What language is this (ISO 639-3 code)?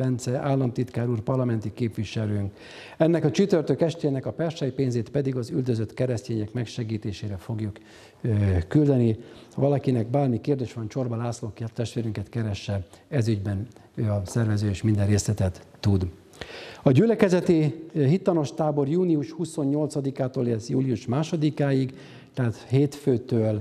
hun